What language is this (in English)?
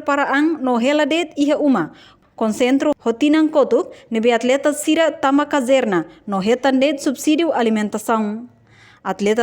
Tetum